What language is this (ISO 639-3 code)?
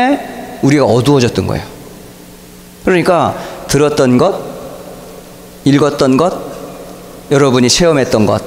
kor